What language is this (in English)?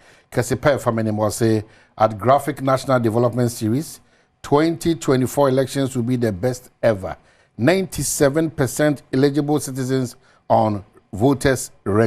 Akan